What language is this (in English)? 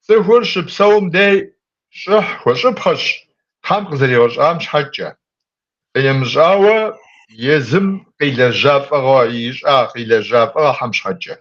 Kabardian